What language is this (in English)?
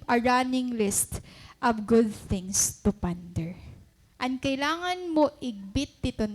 Waray